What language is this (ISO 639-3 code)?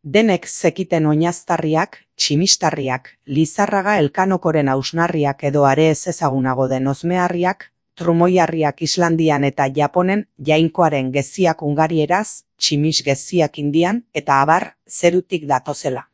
eus